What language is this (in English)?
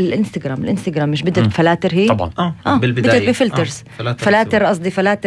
North Levantine Arabic